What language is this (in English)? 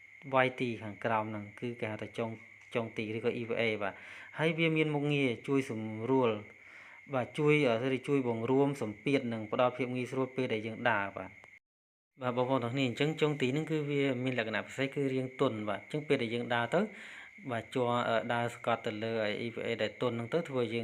Khmer